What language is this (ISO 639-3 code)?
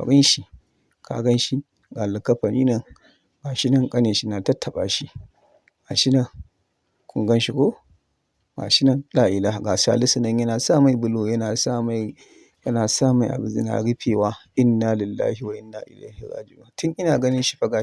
hau